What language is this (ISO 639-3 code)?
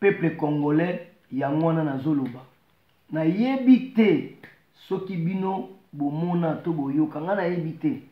lin